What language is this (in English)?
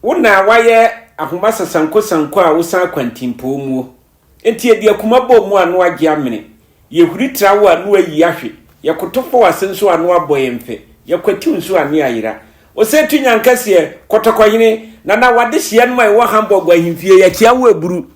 Akan